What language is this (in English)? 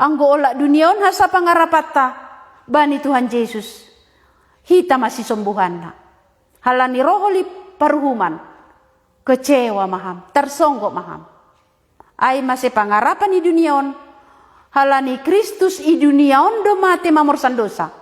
Batak Simalungun